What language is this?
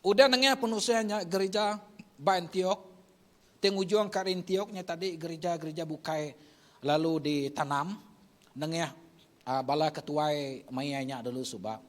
Iban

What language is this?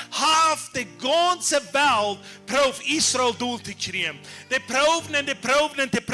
Plautdietsch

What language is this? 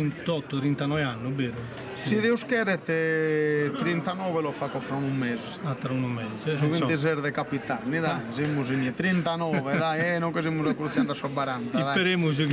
Sardinian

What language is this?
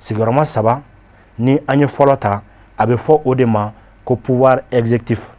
Bambara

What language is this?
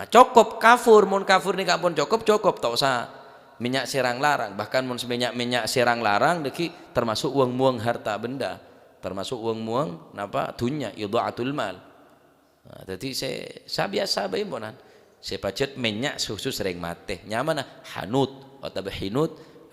Madurese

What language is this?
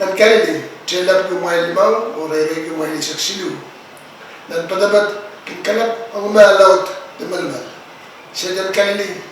Pohnpeian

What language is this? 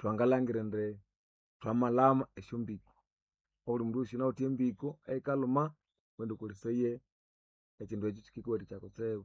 Nande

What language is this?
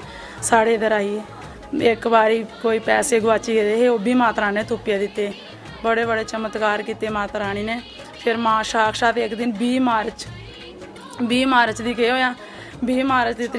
Dogri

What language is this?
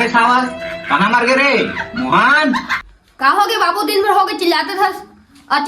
Chhattisgarhi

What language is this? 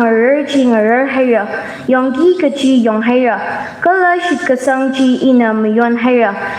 Tangkhul Naga (India)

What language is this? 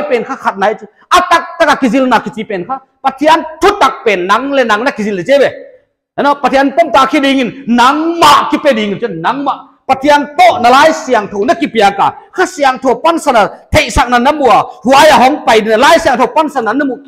Paite Chin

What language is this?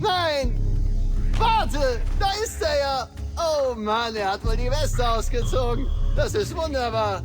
Bavarian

